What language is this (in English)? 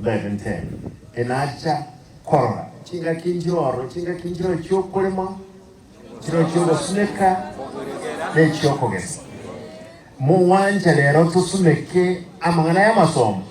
Gusii